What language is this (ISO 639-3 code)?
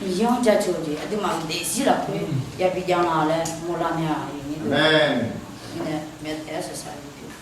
ahk